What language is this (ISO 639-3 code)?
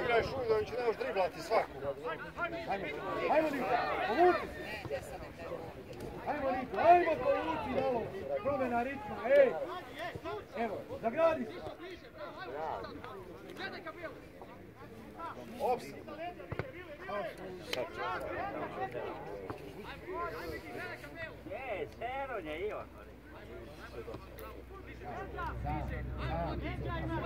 hrv